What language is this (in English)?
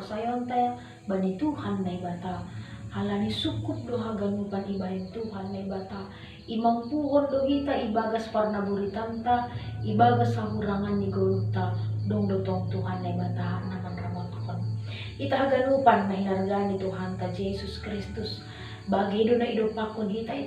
Batak Simalungun